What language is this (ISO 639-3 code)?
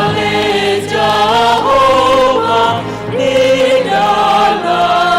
bts